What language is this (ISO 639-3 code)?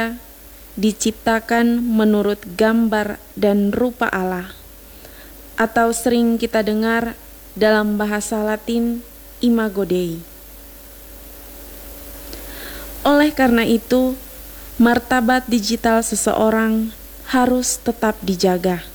ind